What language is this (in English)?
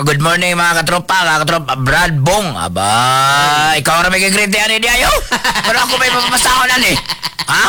Cebuano